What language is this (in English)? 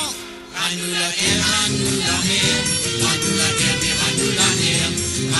Morisyen